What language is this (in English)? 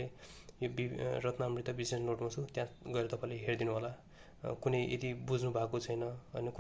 Nepali